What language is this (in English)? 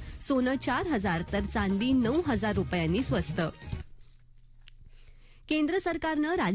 Marathi